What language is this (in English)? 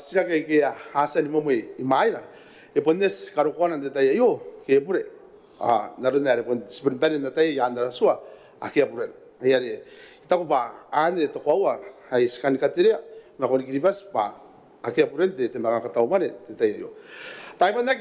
Gilbertese